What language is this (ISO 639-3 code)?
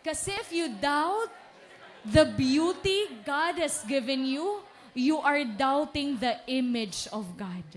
war